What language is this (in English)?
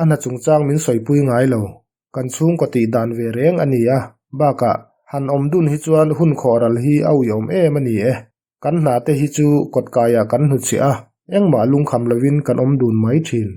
Mizo